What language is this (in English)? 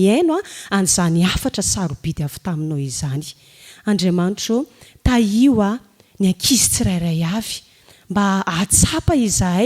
Malagasy